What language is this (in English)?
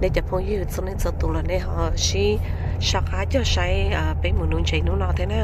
Hmong